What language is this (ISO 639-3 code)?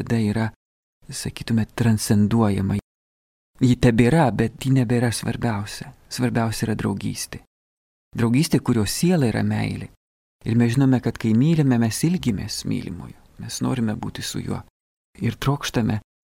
lit